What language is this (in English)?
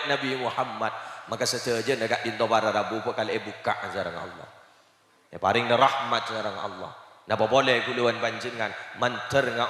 Madurese